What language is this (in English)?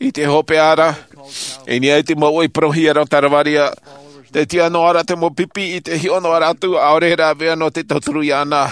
Tahitian